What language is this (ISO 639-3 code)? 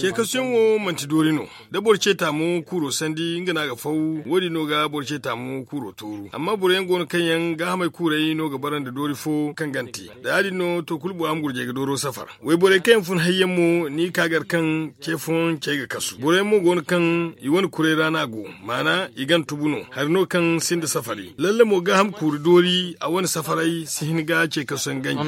dje